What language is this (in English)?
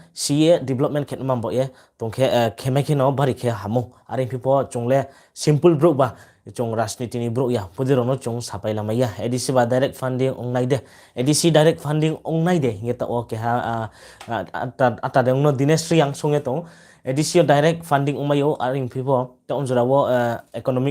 Riang (India)